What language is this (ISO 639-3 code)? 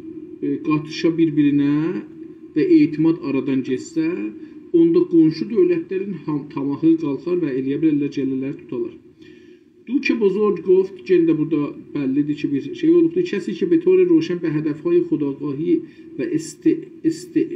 azb